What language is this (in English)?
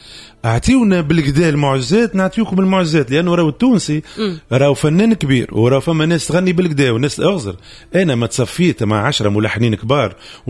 Tunisian Arabic